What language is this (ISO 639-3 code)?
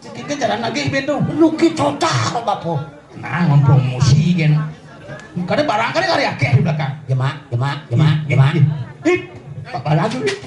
ban